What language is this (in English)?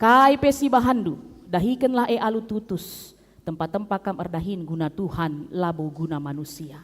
Batak Karo